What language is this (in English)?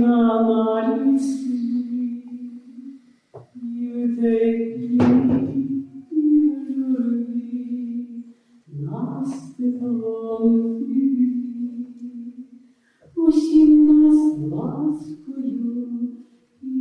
Ukrainian